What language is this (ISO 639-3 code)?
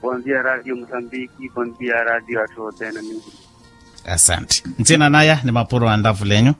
vmw